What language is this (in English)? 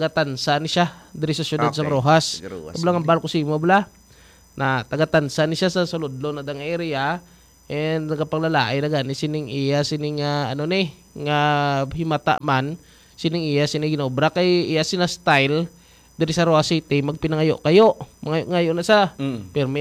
Hiligaynon